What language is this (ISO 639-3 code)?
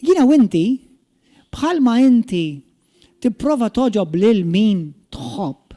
mlt